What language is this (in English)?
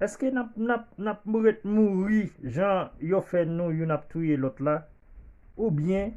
Haitian Creole